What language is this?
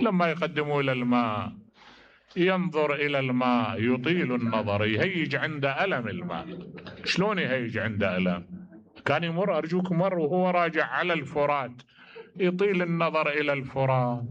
Mesopotamian Arabic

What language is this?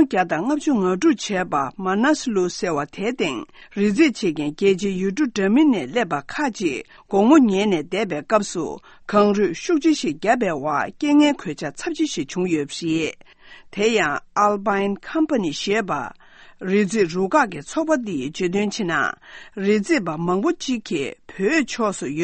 Tibetan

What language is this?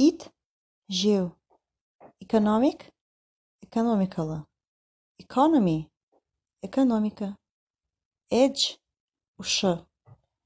Kazakh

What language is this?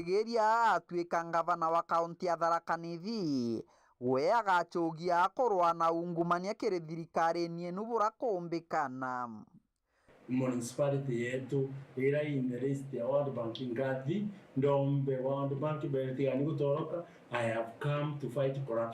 Meru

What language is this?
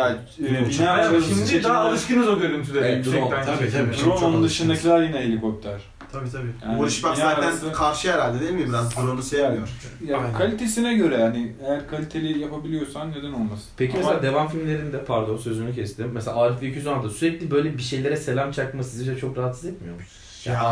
Turkish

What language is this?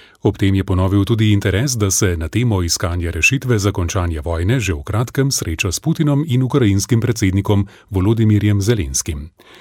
Slovenian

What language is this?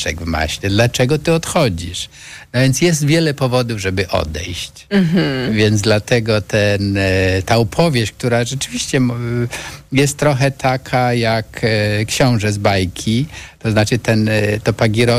Polish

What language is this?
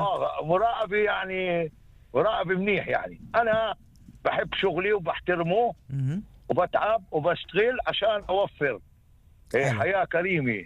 North Levantine Arabic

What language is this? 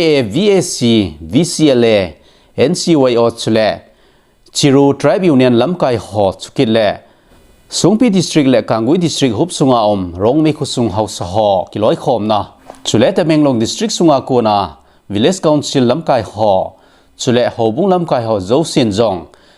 Thado Chin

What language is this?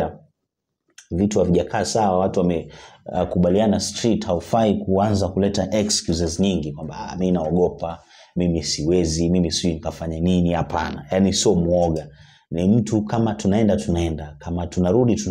Swahili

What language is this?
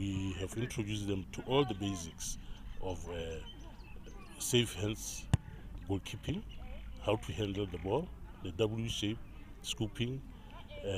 Tswana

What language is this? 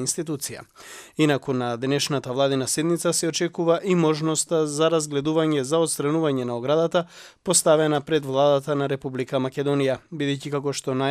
Macedonian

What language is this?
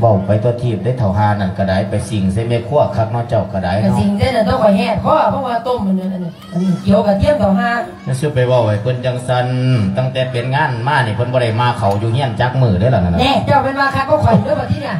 Lao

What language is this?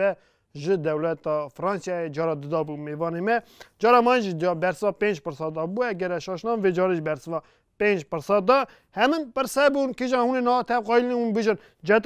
Kurdish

